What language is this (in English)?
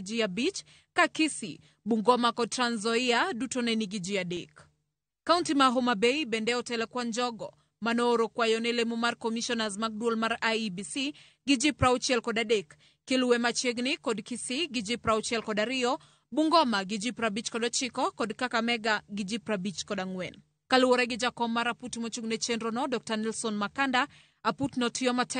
Luo (Kenya and Tanzania)